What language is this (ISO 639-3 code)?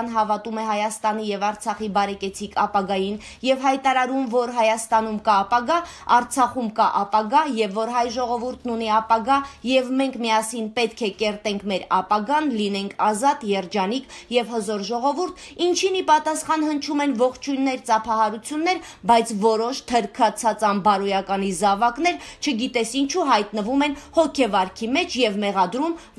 hye